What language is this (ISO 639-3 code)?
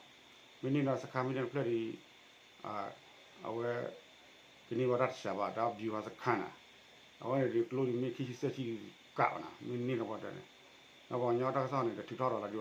ksw